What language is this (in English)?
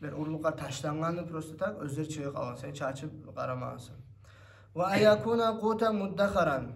Kumyk